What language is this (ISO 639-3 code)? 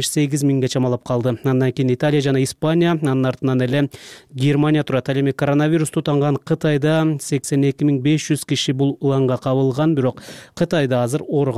kir